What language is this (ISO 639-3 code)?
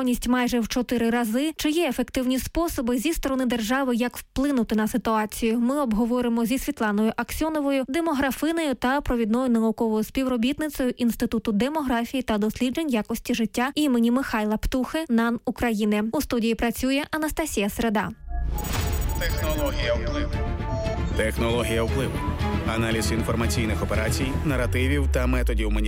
ukr